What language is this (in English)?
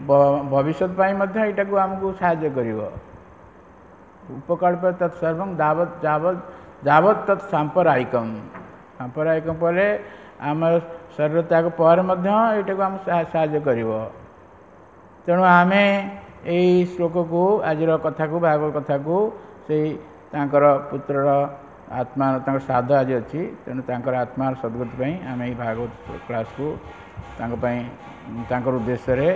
Odia